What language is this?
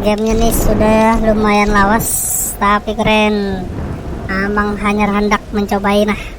Banjar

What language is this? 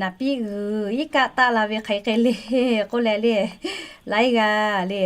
Lahu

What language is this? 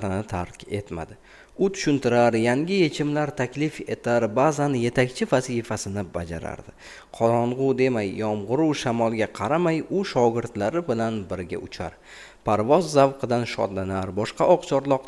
Uzbek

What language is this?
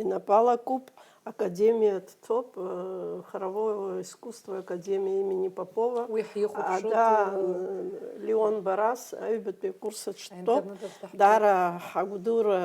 Abkhazian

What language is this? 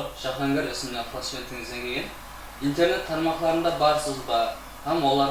Kara-Kalpak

